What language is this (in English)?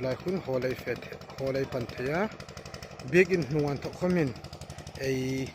Hmar